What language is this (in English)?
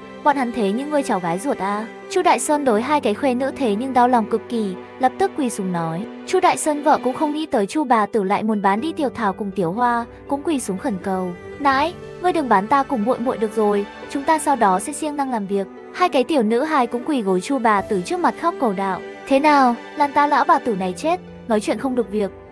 Vietnamese